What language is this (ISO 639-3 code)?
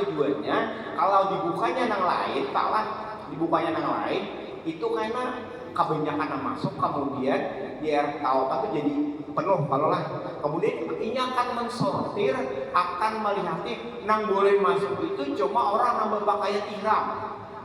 bjn